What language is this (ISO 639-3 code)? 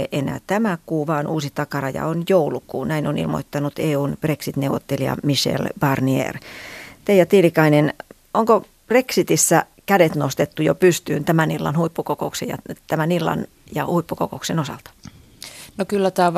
fin